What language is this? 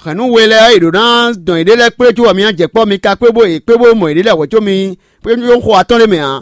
Fon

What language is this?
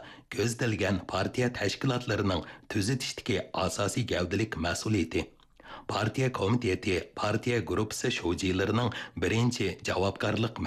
Uyghur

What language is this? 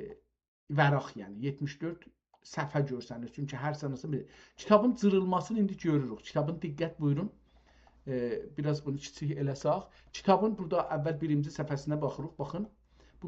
South Azerbaijani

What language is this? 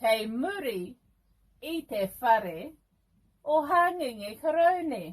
Māori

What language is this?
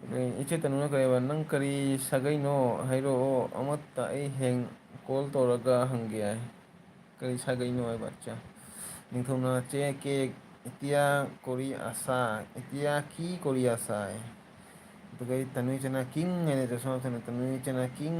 Manipuri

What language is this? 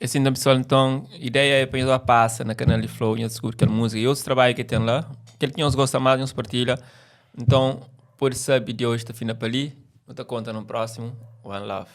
Kabuverdianu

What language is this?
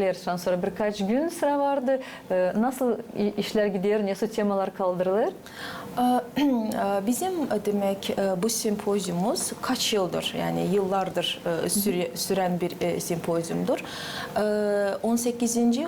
Gagauz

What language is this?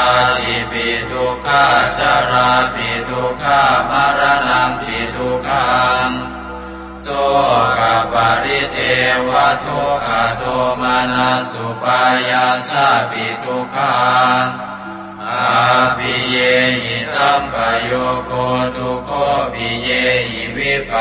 Pali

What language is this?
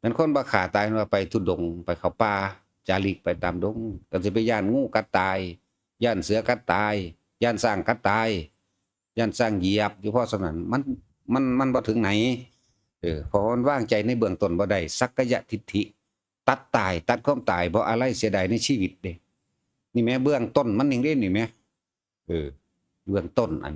Northeastern Thai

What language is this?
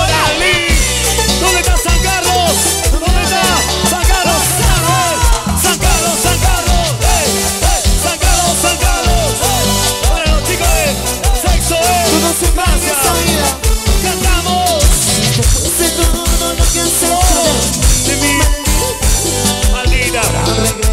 Spanish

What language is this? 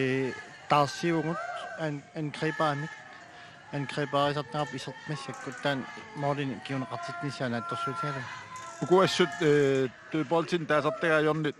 Kalaallisut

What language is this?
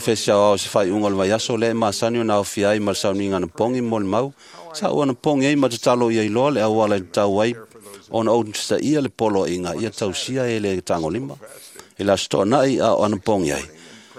Samoan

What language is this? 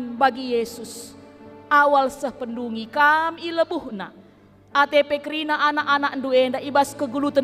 Batak Karo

